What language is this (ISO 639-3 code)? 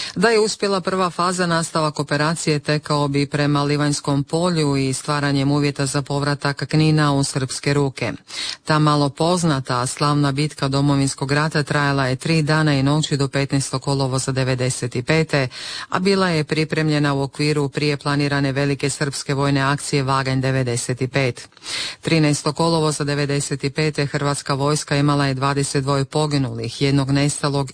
hrv